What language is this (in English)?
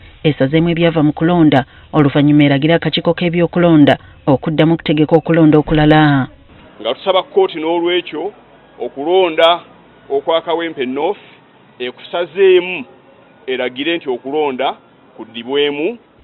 Ganda